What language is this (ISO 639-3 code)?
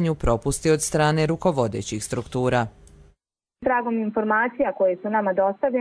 hrv